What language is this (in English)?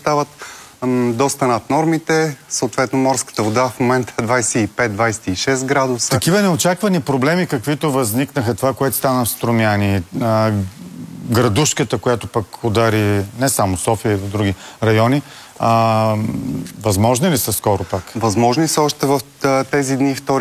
Bulgarian